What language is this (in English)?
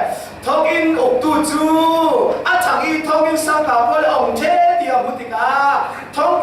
Falam Chin